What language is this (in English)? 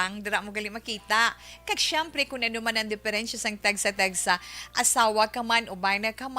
Hiligaynon